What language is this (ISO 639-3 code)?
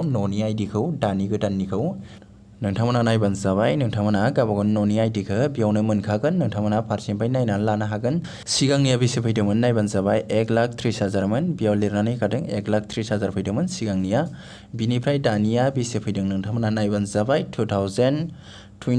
brx